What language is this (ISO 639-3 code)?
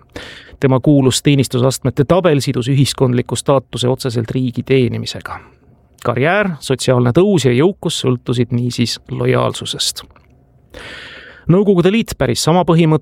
est